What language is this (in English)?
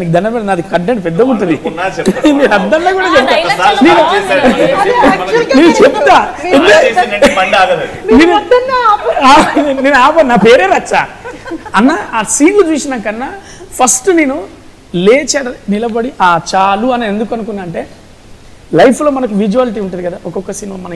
Telugu